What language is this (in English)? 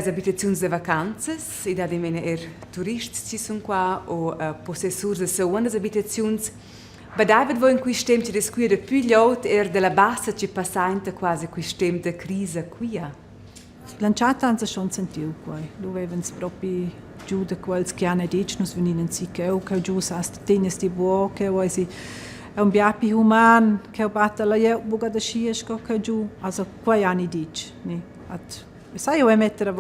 Romansh